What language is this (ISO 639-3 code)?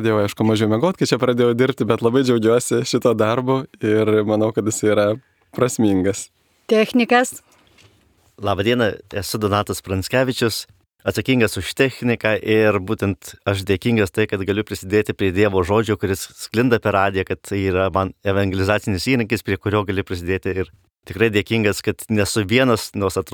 lit